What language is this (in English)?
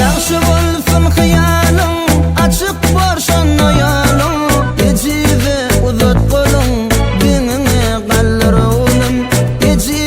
Turkmen